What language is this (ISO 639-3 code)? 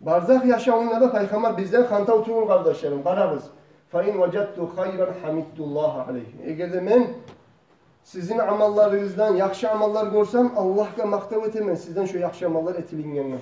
kum